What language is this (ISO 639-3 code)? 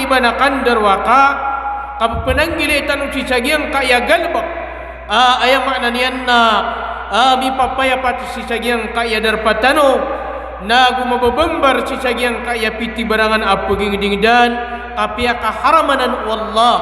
mrw